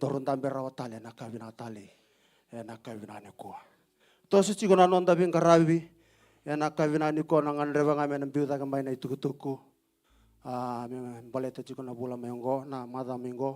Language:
Fijian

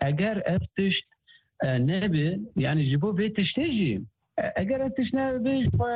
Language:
Kurdish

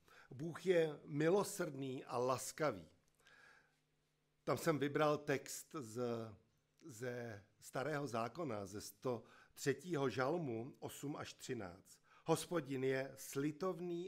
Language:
Czech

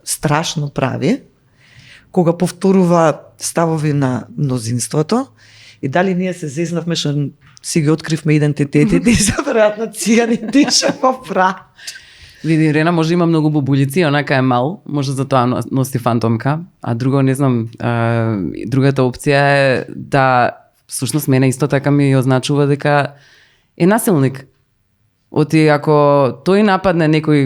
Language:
Macedonian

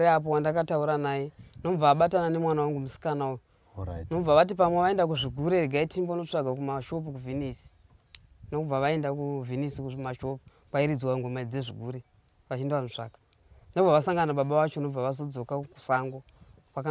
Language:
Shona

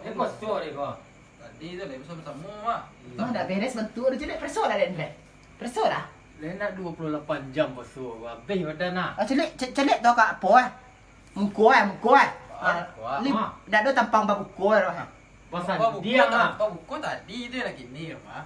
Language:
Minangkabau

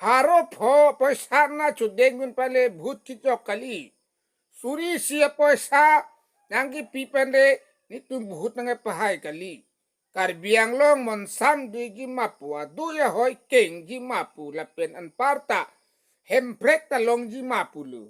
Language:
Karbi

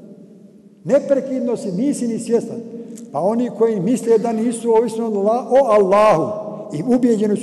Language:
Bosnian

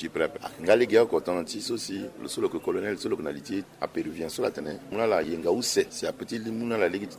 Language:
Sango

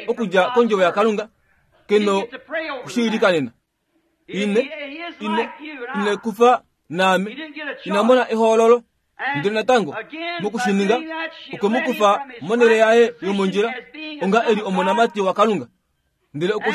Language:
Kuanyama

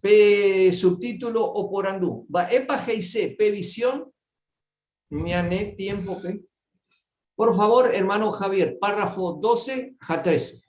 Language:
Guarani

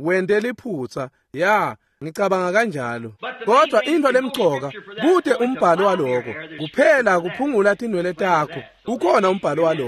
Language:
Swati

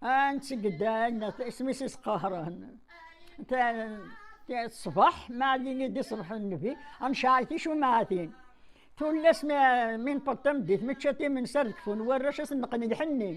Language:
Kabyle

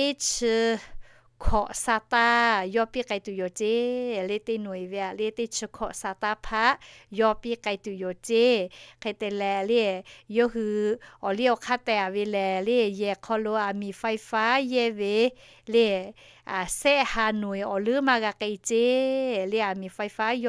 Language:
Lahu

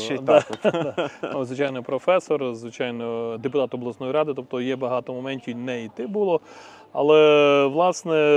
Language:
Ukrainian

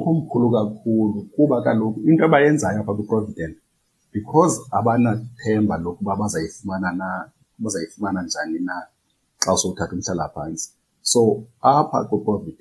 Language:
Xhosa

